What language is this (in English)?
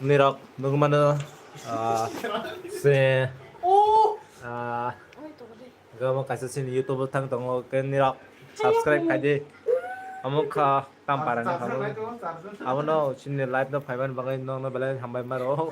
Kok Borok